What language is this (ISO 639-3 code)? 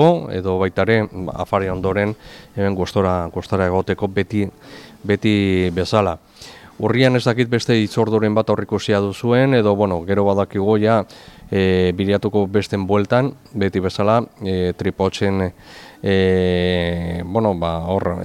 eus